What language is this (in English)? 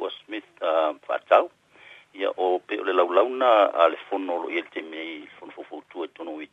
Samoan